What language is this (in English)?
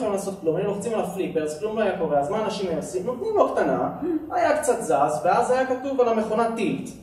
Hebrew